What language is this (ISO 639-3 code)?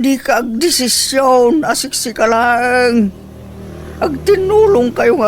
ilo